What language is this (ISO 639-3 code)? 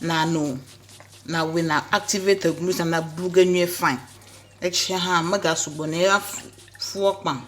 ewe